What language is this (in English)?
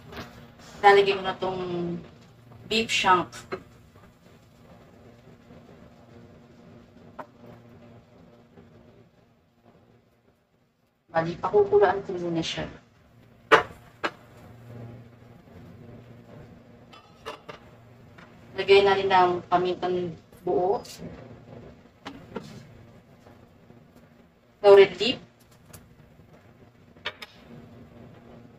Filipino